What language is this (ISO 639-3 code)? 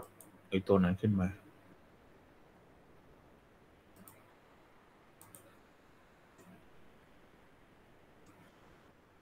tha